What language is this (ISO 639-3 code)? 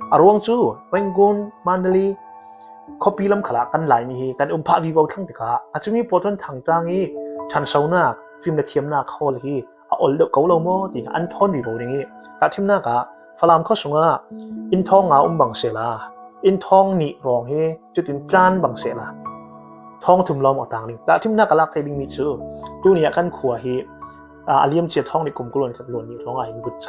cfm